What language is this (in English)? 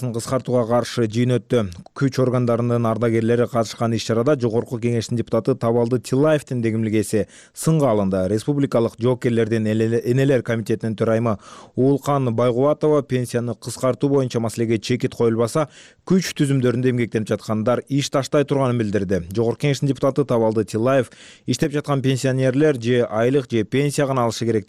Kyrgyz